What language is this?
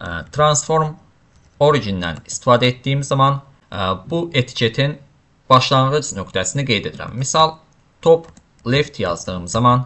Azerbaijani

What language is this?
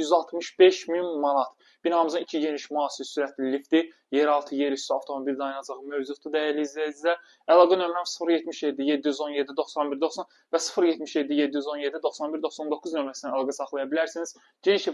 Azerbaijani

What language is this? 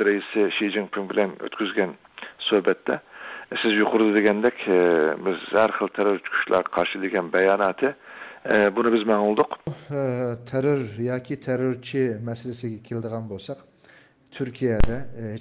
Uyghur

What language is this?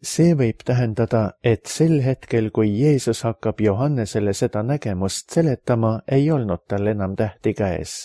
Estonian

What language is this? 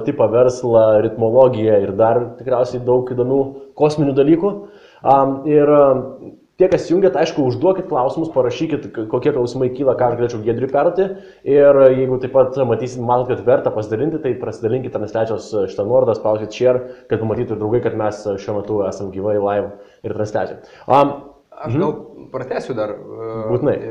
Lithuanian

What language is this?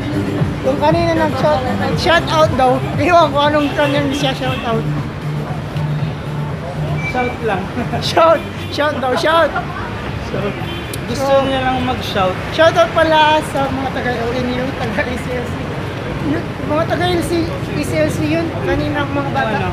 Filipino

